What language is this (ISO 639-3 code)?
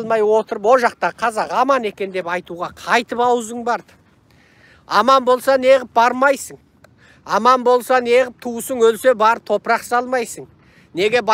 kaz